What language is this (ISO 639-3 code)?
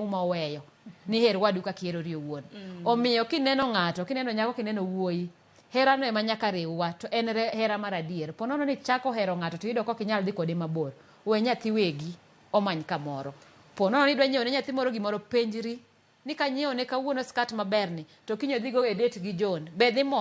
luo